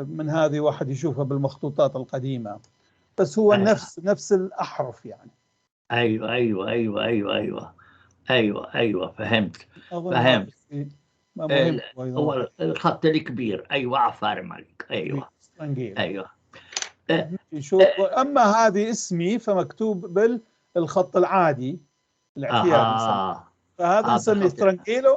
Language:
North Levantine Arabic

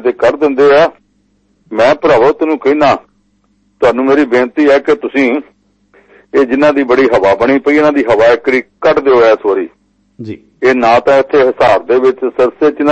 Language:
Punjabi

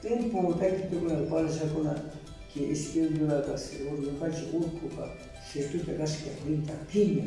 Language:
Cañar Highland Quichua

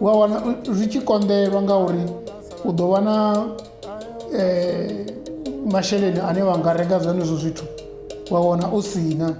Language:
Venda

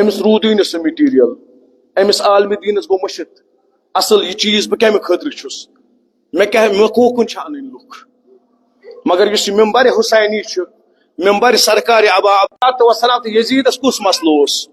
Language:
Kashmiri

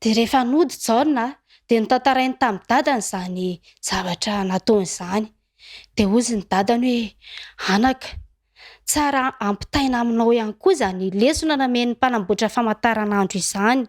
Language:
Malagasy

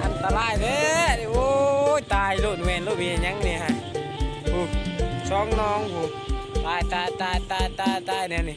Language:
Lao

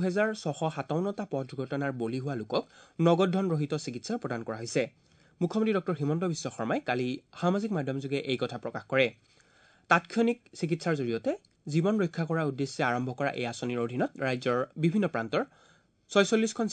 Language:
Assamese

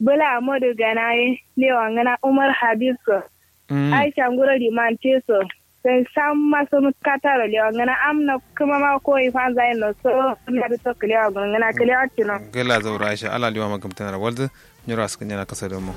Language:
Kanuri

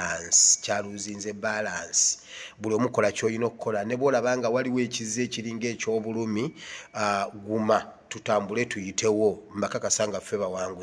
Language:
Ganda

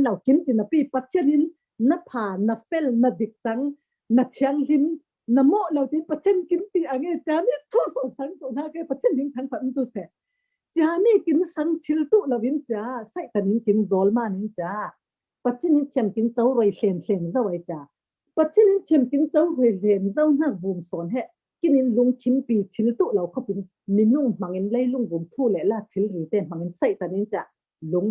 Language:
Falam Chin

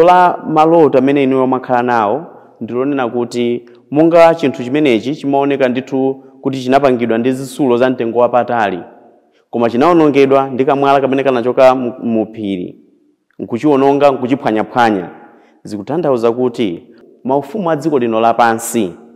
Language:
Nyanja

